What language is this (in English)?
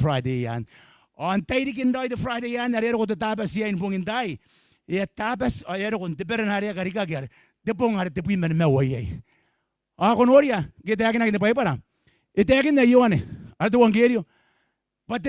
Gilbertese